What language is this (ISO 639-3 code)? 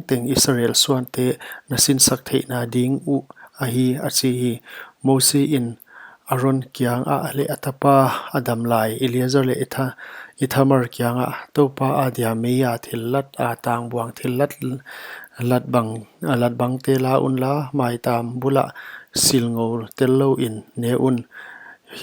pck